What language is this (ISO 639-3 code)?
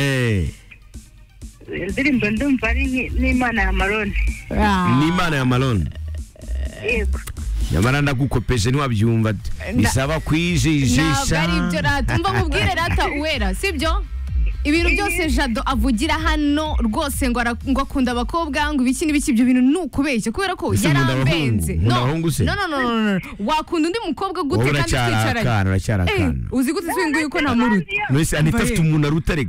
kin